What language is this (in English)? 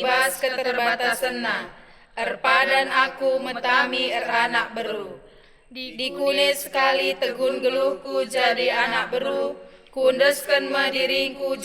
Batak Karo